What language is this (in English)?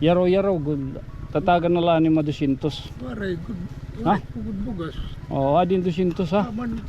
Waray